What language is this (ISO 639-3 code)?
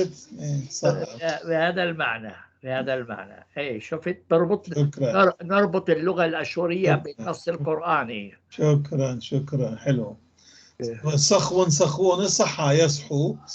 apc